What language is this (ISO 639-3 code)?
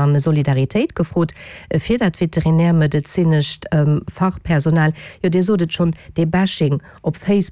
ltz